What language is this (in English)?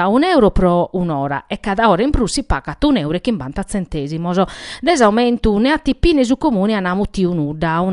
Sardinian